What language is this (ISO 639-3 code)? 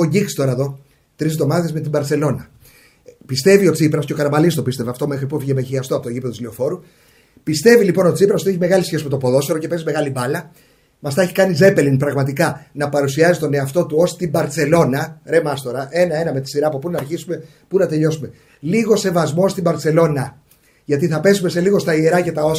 ell